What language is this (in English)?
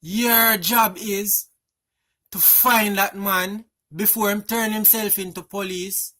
Jamaican Creole English